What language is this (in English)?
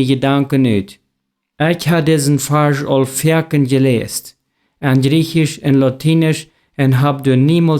Plautdietsch